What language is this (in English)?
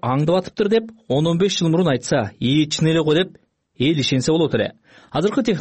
Kyrgyz